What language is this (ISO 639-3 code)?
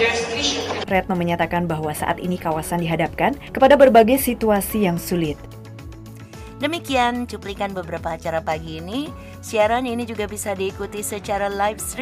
ind